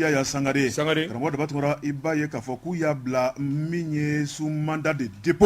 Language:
Bambara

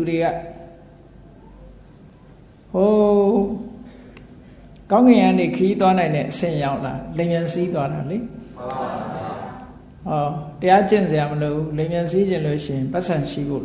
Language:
Burmese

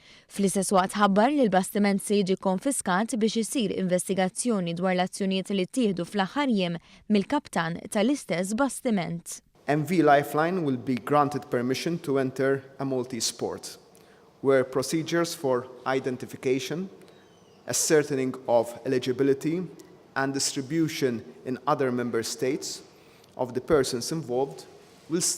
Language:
Maltese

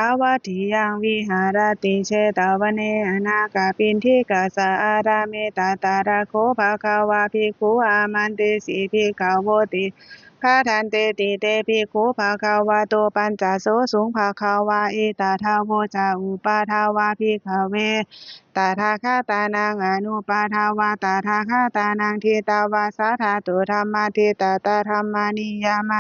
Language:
Pali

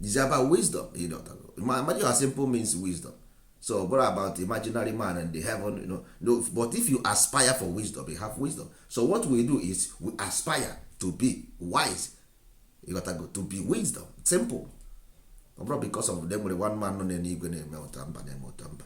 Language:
Igbo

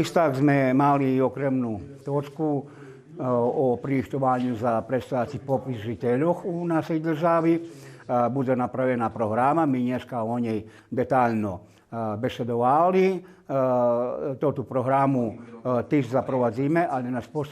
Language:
Rusyn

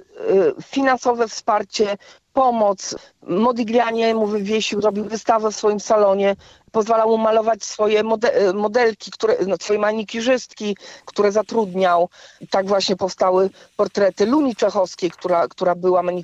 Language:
Polish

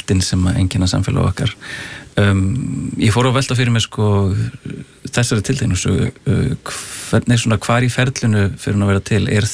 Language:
Icelandic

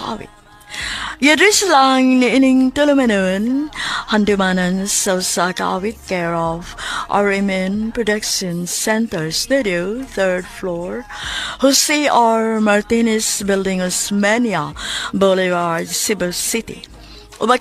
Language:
Cebuano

